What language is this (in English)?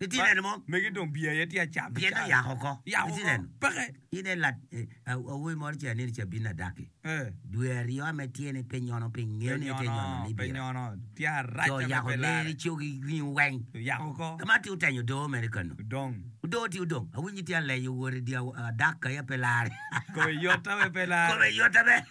Acoli